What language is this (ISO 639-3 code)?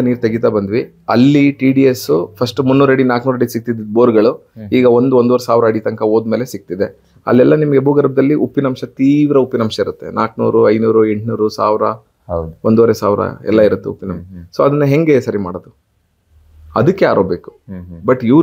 kan